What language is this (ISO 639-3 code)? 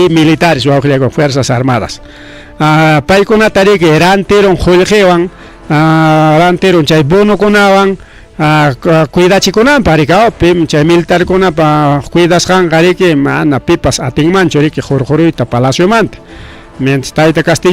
quy